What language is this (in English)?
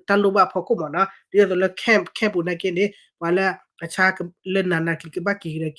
S'gaw Karen